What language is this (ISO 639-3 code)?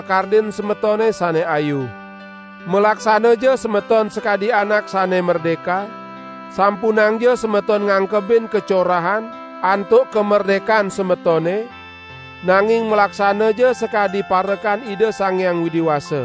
ban